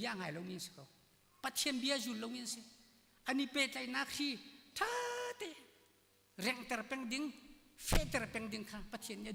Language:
Hakha Chin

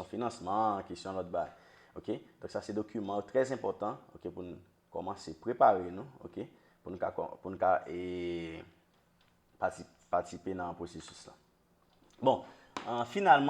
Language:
Haitian Creole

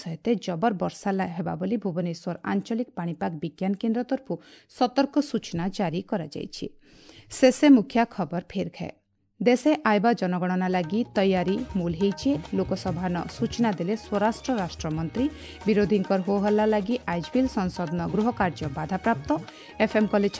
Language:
Odia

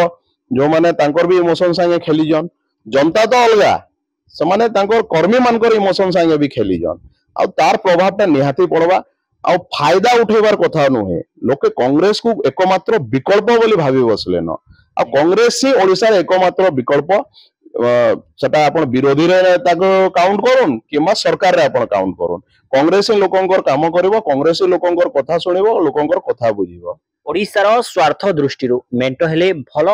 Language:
Odia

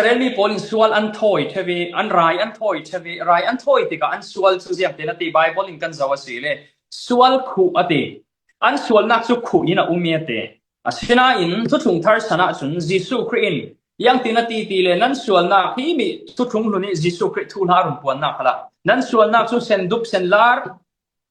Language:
Falam Chin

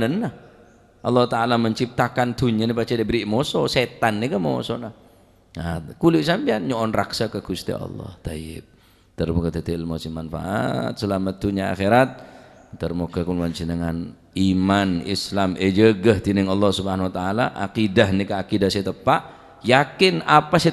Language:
Madurese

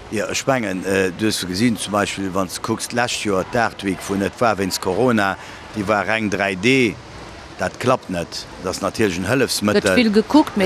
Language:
Luxembourgish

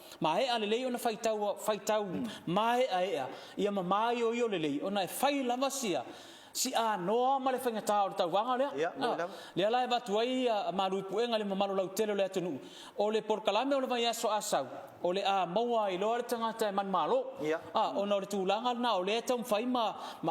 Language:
Samoan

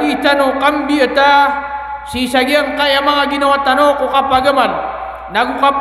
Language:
Maranao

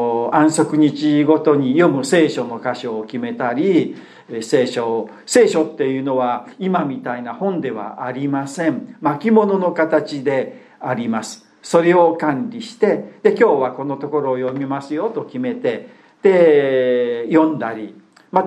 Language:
Japanese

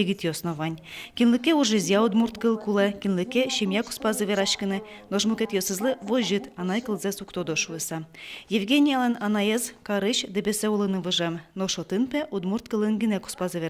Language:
Udmurt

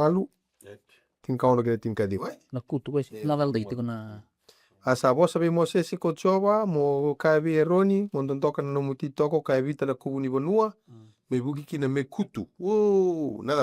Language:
Fijian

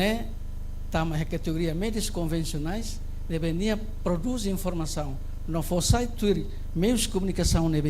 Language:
Tetum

